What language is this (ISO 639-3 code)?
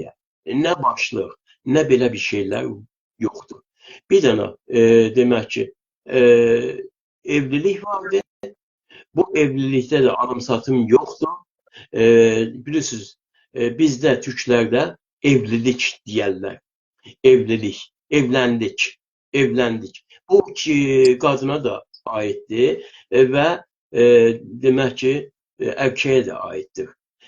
azb